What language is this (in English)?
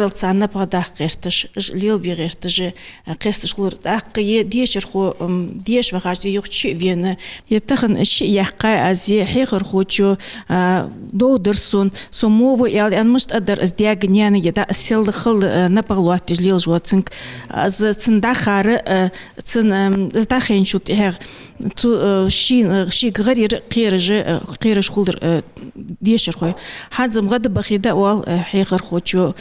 Ingush